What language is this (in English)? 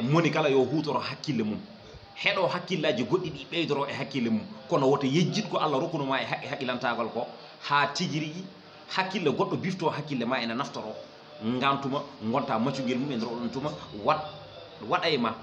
Fula